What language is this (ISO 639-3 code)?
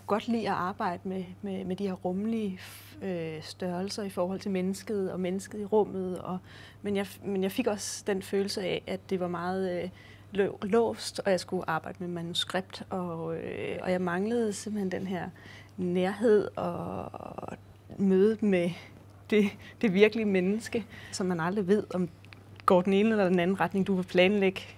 dan